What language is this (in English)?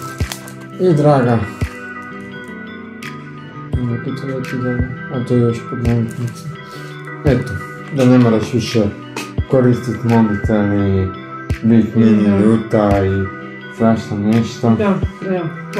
Croatian